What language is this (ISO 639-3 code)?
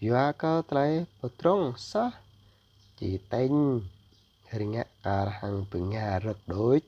jra